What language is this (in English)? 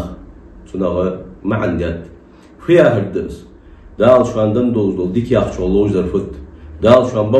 Ingush